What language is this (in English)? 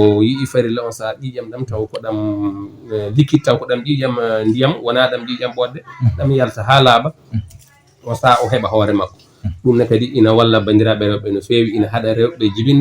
Fula